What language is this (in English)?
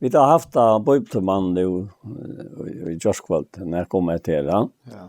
Faroese